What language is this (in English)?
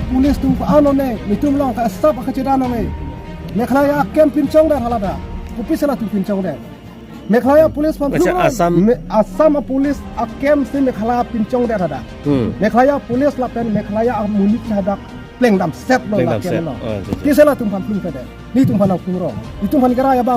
Karbi